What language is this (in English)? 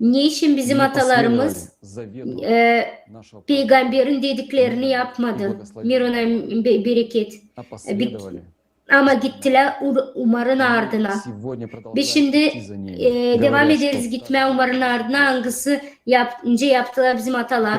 Gagauz